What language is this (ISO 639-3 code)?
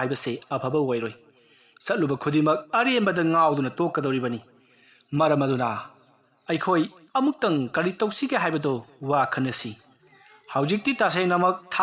mni